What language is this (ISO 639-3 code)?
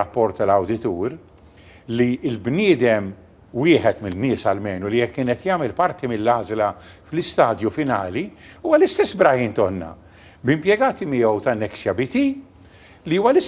mlt